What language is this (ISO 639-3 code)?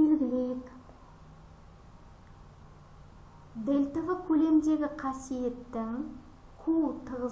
kaz